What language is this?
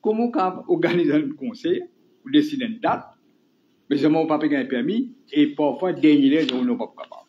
Morisyen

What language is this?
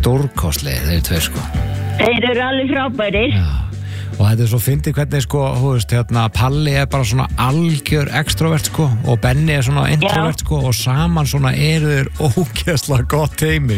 Icelandic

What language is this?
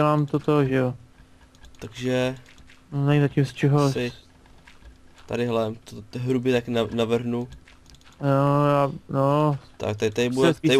Czech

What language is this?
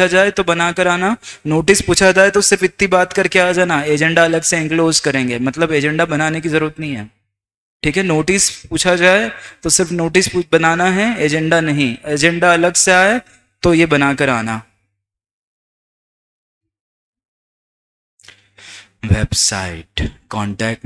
Hindi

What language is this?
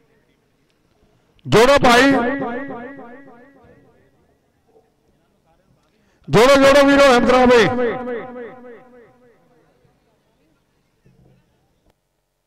Punjabi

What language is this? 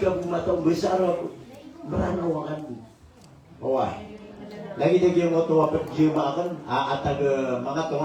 Maranao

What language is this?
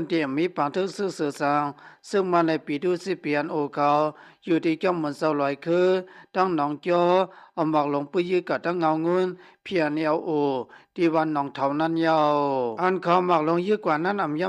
Shan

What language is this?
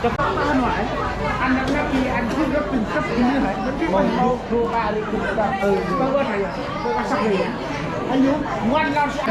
Central Mnong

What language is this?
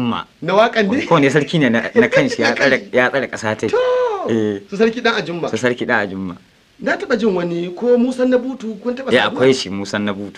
Hausa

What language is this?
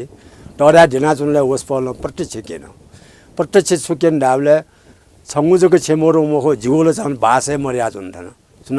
Newari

